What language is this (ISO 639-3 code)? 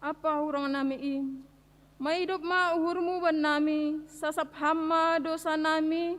bts